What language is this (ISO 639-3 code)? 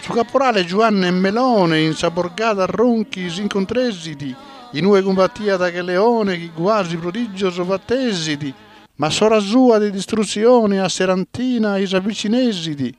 srd